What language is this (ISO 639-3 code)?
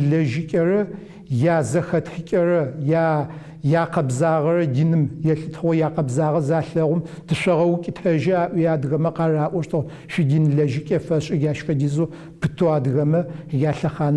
ady